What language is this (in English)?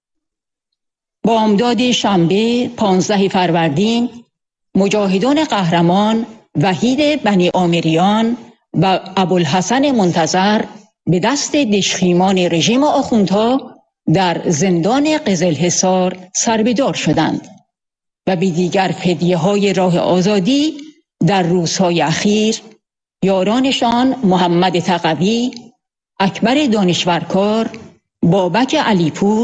Persian